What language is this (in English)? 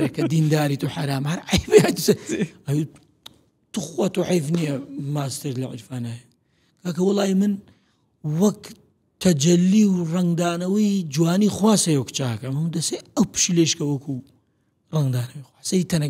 Central Kurdish